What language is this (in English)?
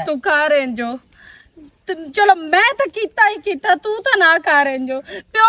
Western Panjabi